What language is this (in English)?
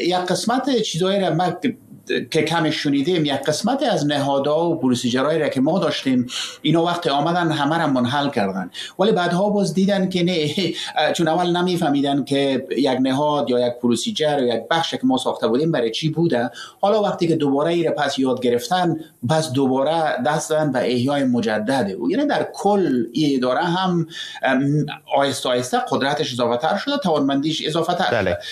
Persian